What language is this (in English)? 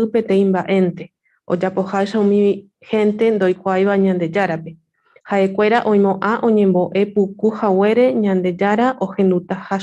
Guarani